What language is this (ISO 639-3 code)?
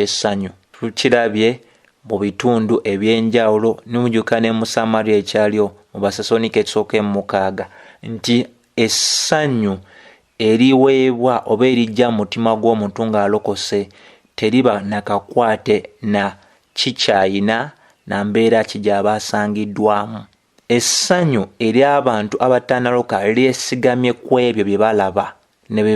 lug